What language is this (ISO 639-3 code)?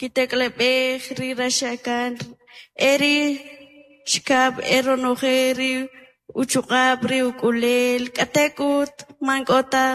quc